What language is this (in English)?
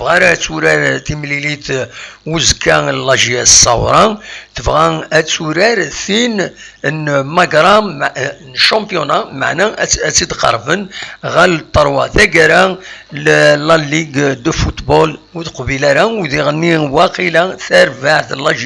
Kabyle